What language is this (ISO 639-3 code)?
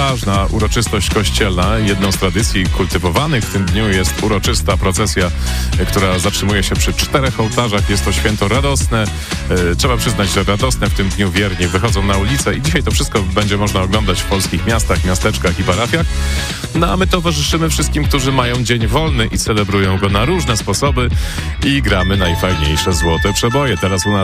pol